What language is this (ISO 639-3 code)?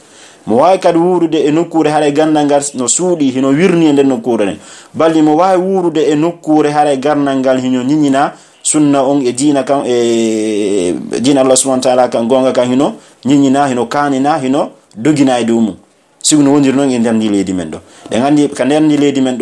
fuf